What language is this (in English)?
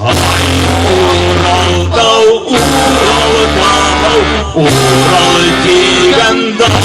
Bashkir